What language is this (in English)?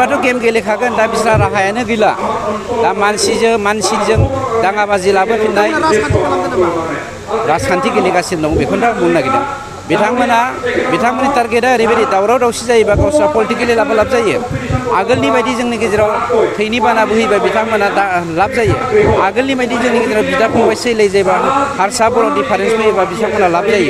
Bodo